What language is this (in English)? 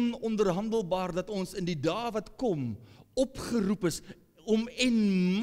Afrikaans